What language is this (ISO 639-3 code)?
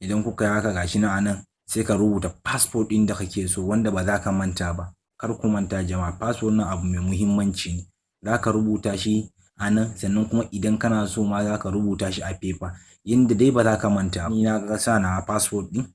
hau